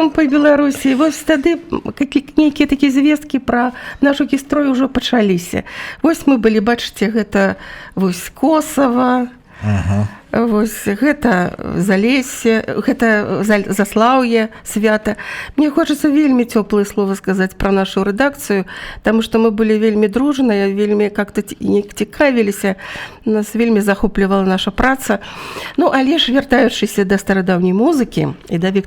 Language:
Belarusian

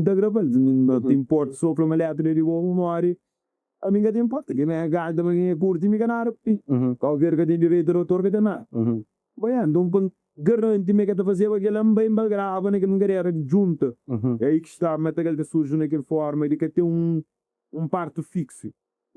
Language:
Kabuverdianu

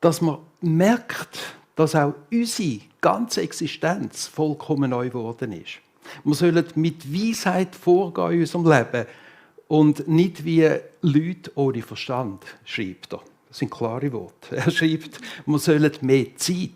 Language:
Swiss German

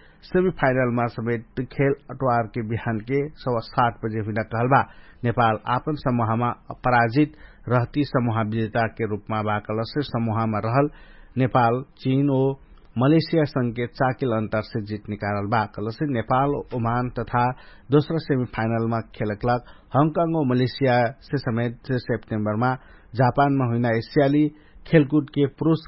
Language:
Dangaura Tharu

